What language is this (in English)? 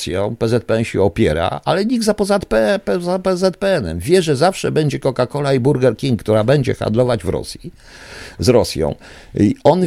Polish